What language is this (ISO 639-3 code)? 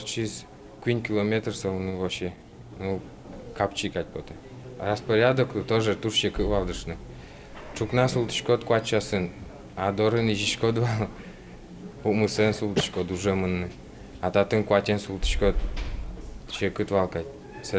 udm